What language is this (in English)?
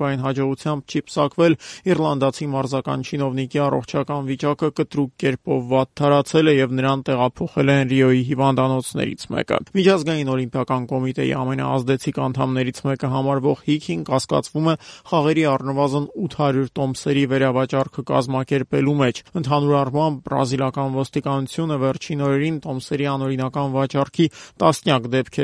Armenian